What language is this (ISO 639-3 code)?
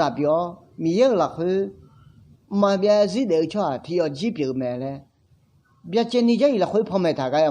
ahk